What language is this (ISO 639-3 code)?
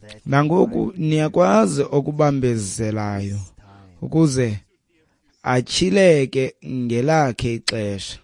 xho